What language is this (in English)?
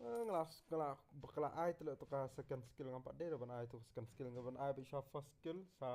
Khasi